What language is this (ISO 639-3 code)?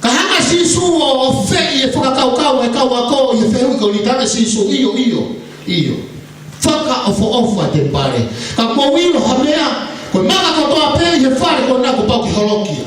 ton